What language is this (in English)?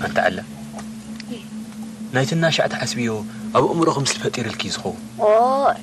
Tigrinya